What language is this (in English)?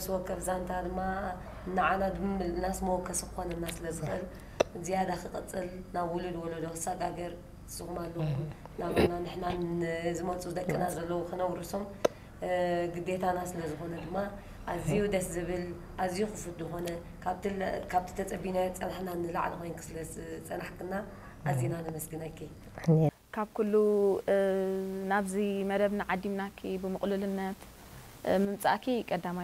Tigrinya